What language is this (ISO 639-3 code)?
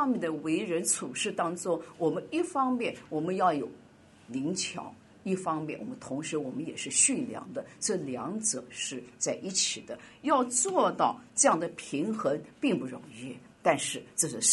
zho